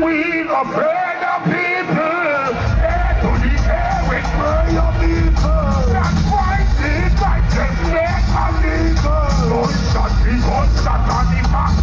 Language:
Jamaican Creole English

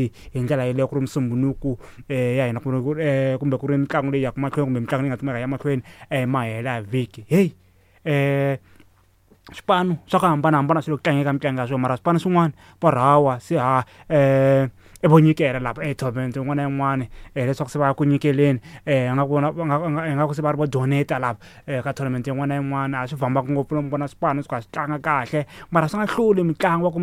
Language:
Tsonga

